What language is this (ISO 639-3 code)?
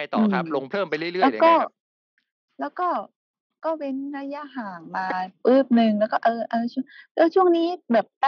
tha